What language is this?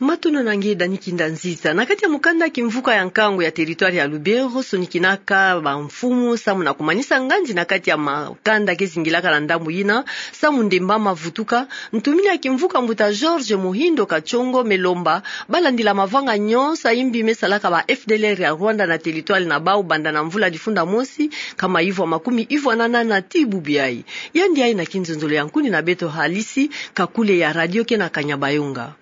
Kituba (Democratic Republic of Congo)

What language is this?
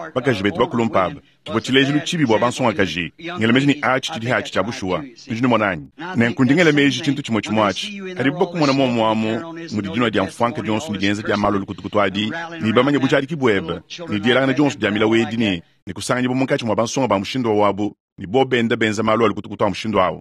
Luba-Lulua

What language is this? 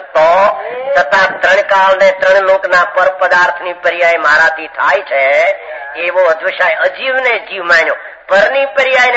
Gujarati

